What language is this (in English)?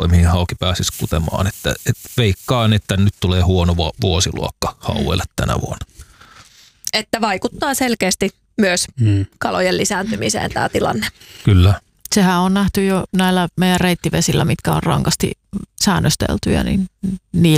Finnish